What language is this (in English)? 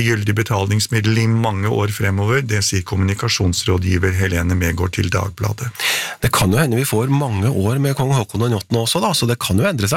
Norwegian